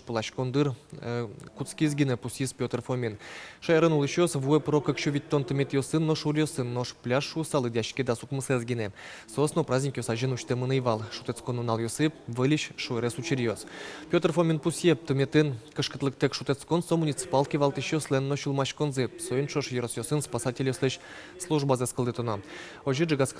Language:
Udmurt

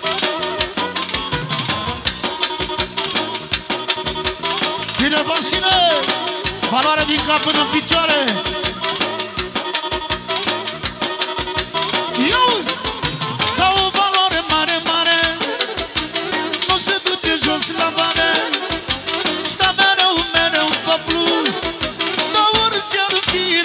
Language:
Romanian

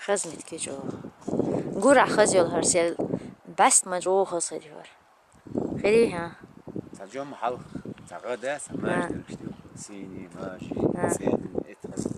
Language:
Chechen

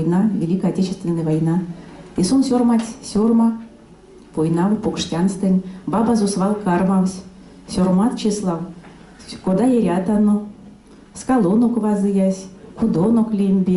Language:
Erzya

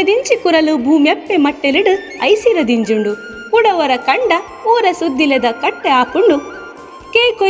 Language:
Tulu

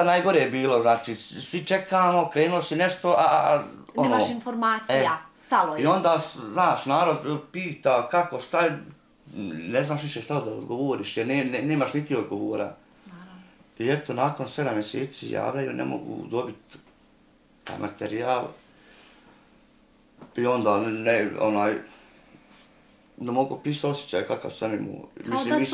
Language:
Bosnian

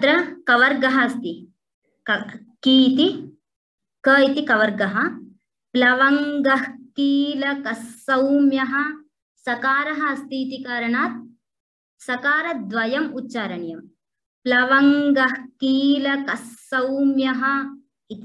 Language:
Sanskrit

